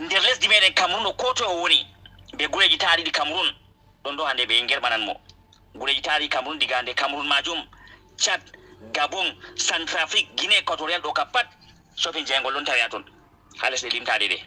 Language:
Fula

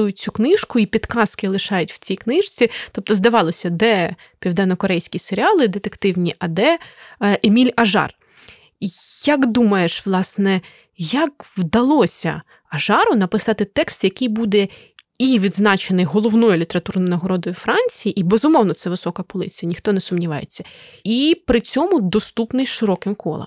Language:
Ukrainian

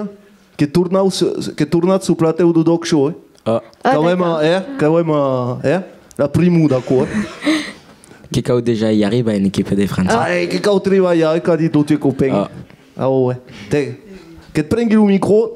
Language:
Occitan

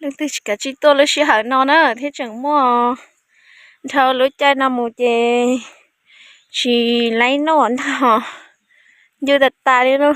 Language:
Hmong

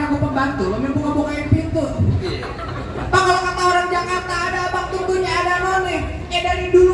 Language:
Betawi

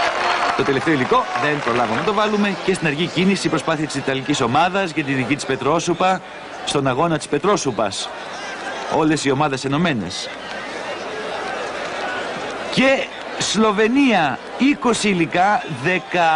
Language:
Greek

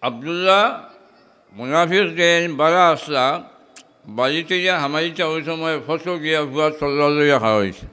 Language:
Sylheti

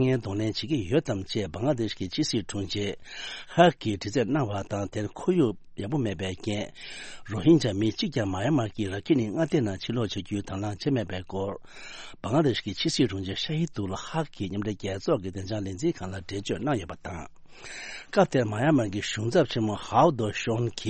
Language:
Tibetan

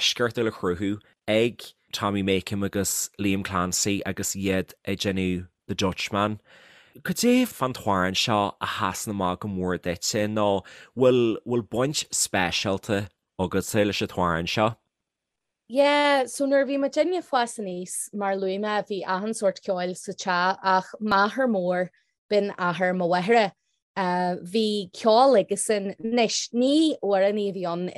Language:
Irish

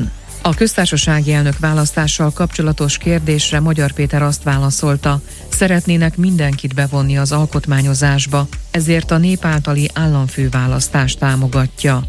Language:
Hungarian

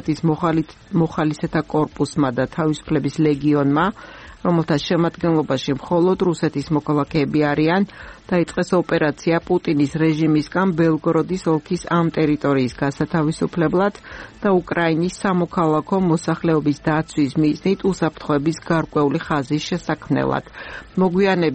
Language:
Georgian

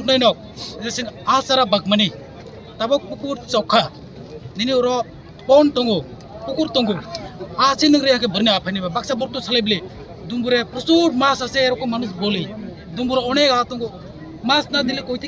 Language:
Kok Borok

